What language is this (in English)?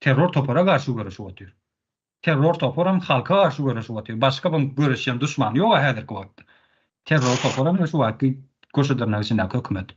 Turkmen